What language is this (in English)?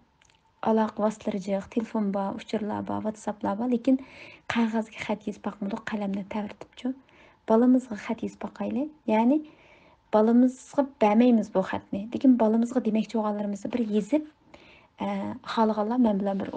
Uyghur